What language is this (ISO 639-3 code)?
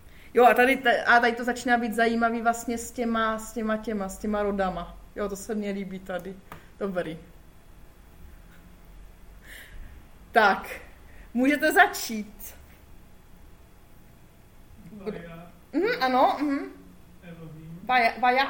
ces